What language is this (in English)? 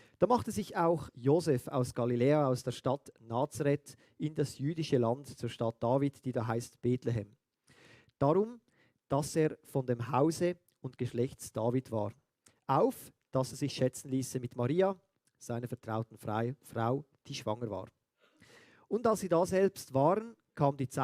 Swiss German